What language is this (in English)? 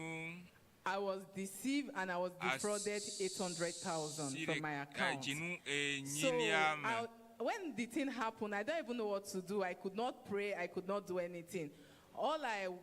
Ewe